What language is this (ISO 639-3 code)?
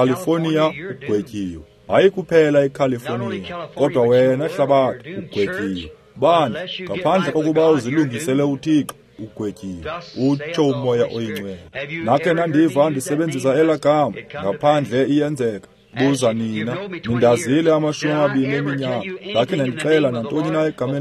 xho